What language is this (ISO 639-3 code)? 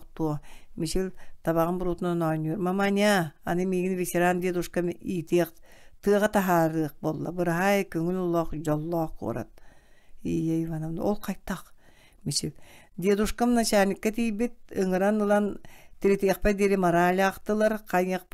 sah